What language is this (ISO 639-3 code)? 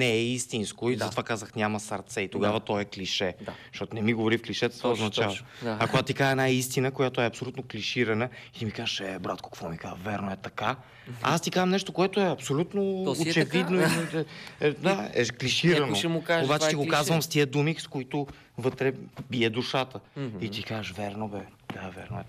bul